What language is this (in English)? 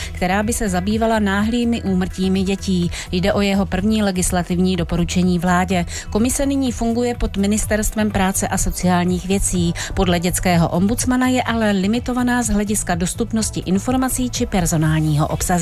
Czech